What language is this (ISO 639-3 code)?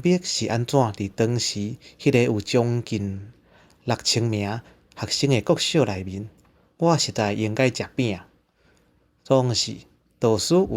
nan